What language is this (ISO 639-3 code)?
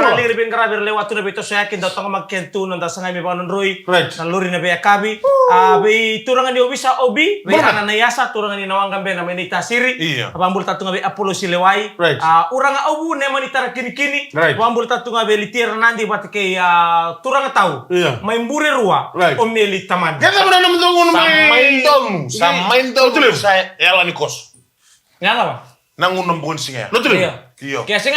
fij